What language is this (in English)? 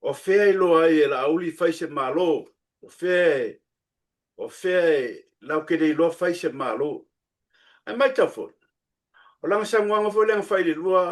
Samoan